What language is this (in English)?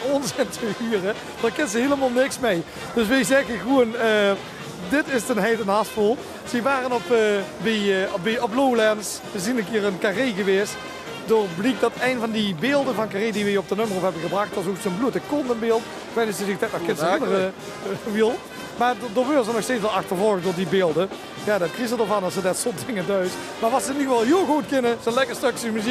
Limburgish